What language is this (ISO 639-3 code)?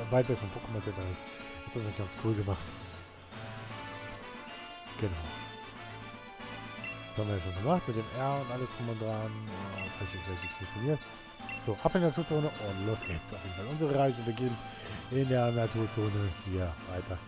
deu